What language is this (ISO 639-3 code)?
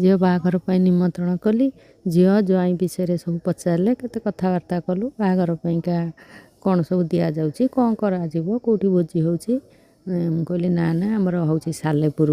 ori